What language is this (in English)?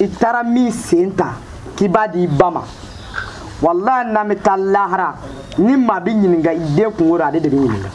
Bambara